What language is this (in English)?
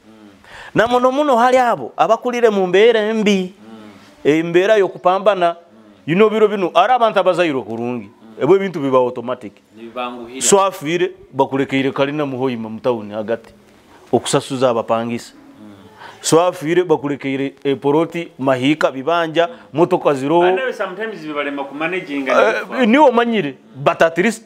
Nyoro